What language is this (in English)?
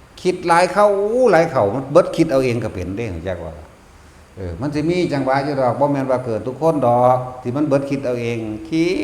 Northeastern Thai